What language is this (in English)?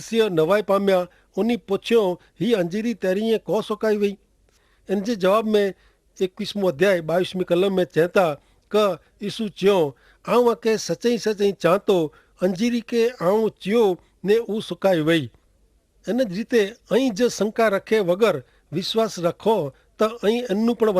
Kachhi